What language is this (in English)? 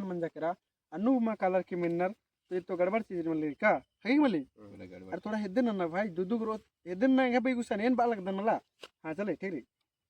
Kurukh